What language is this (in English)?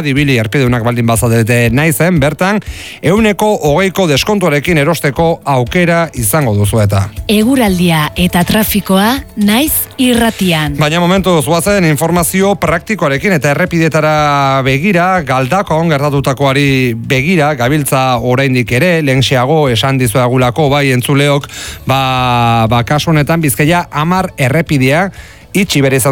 Basque